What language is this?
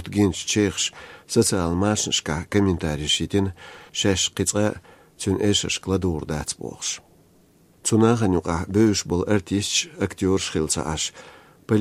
Latvian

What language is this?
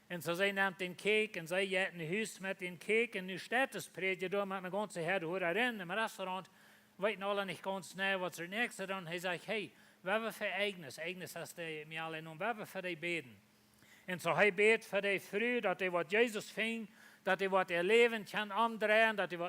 Plautdietsch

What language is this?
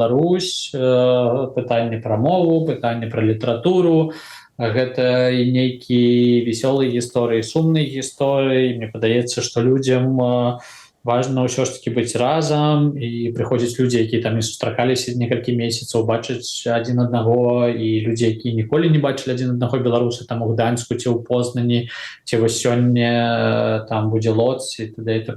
Belarusian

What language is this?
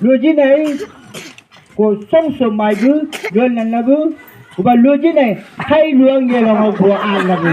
Chang Naga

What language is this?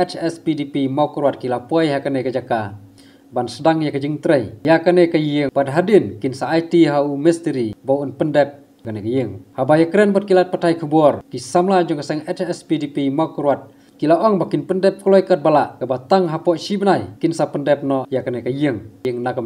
Khasi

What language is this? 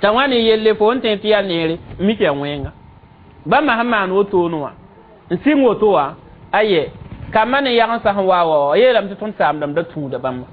Mossi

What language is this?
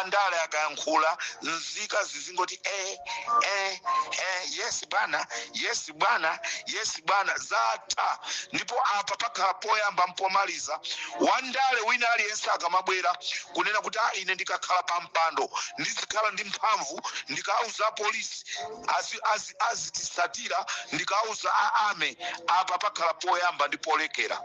Nyanja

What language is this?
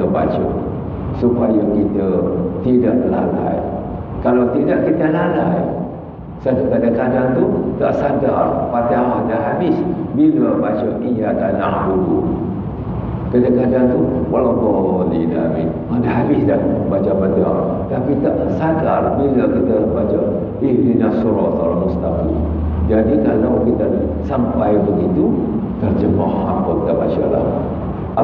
Malay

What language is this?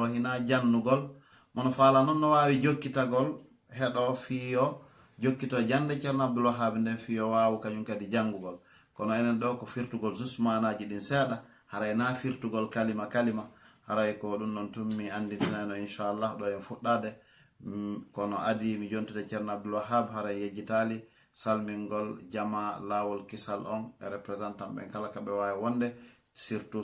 Fula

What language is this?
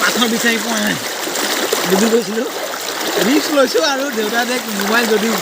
Assamese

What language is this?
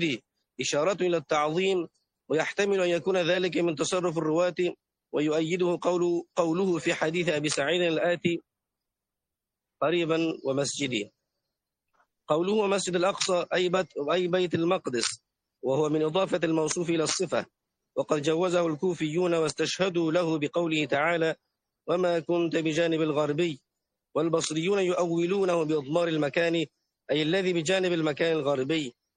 Arabic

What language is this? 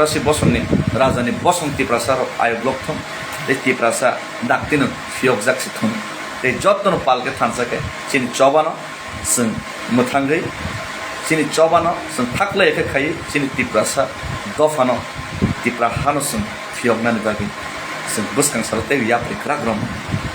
Kok Borok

